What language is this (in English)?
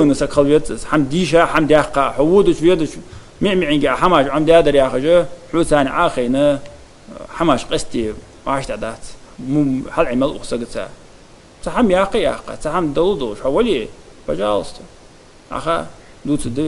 Ingush